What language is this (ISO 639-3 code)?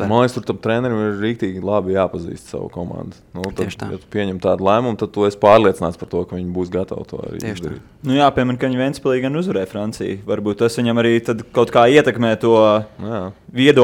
lav